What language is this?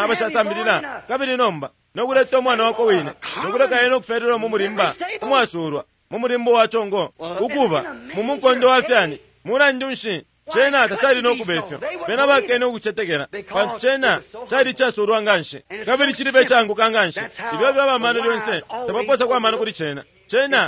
Bemba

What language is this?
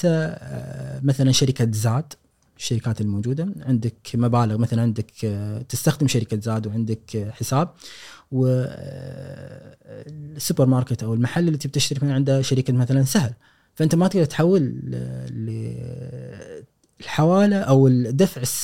Gulf Arabic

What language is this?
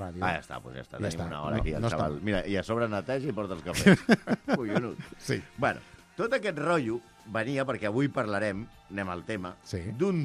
Catalan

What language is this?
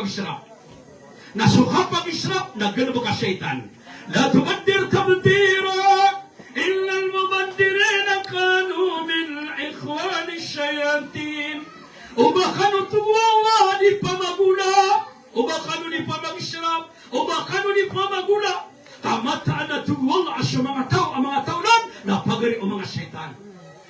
Maranao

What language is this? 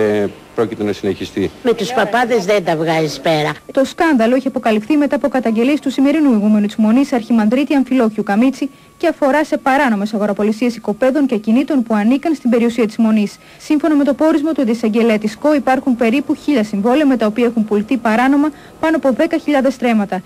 Greek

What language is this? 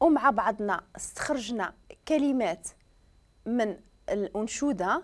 Moroccan Arabic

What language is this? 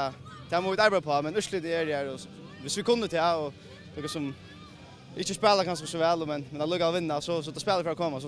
Faroese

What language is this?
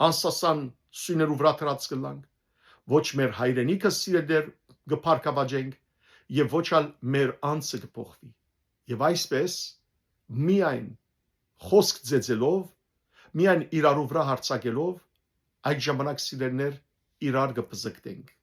Western Armenian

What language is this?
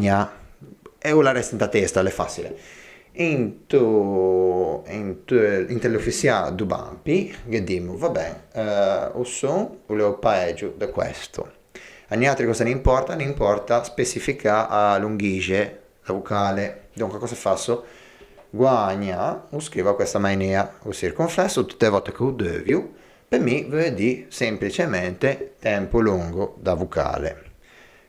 Ligurian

